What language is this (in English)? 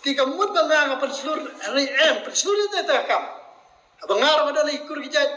Khasi